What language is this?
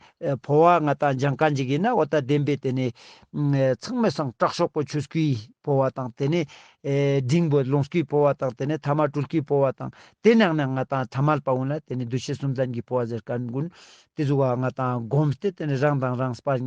Ladakhi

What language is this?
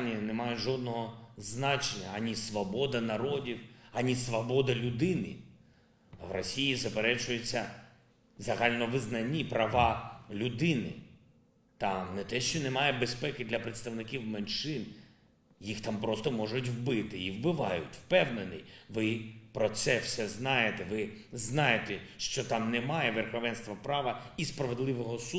Ukrainian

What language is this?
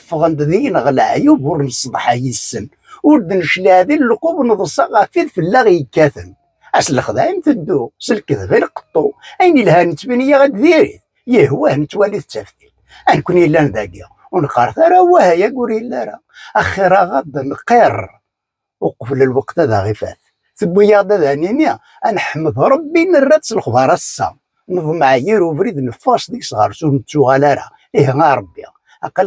Kabyle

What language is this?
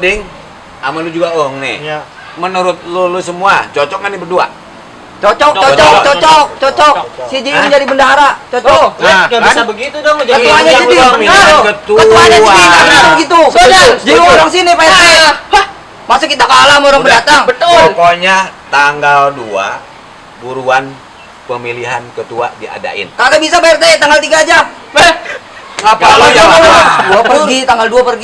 Betawi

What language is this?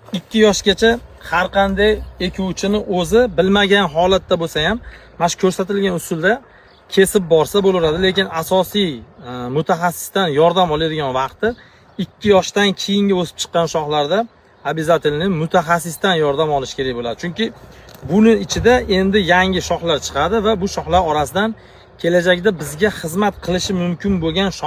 Uzbek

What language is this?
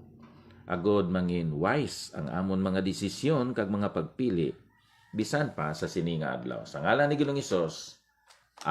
Hiligaynon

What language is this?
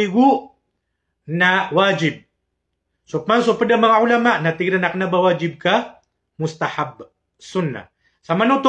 Maranao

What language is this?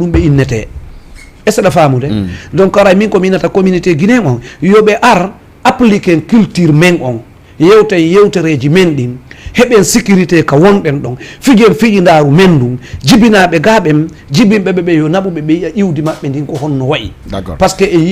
Fula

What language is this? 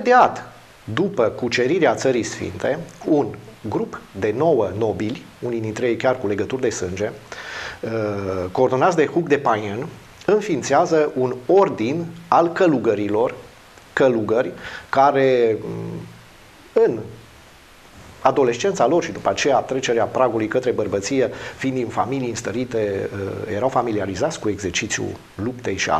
Romanian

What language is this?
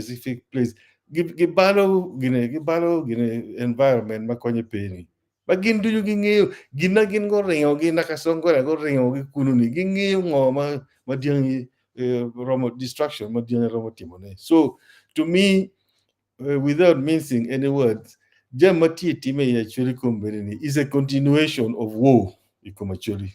Acoli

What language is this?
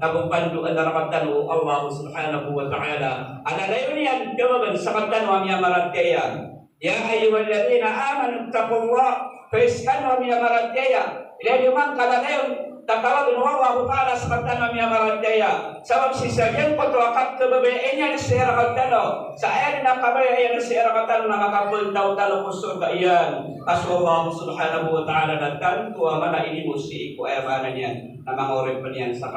Maranao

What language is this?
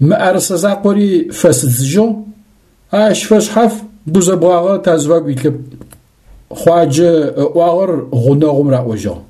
Adyghe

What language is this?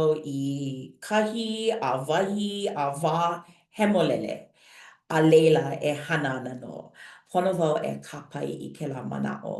Hawaiian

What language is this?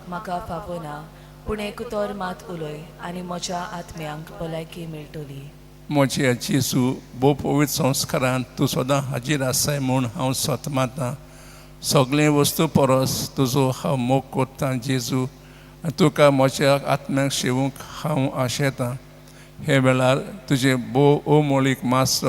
Konkani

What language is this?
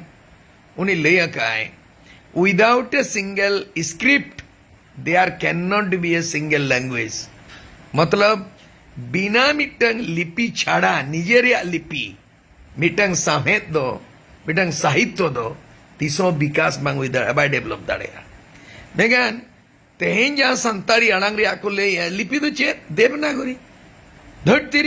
Santali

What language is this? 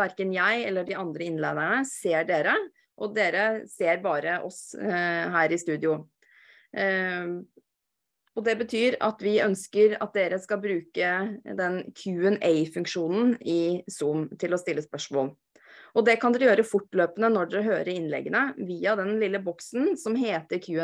Norwegian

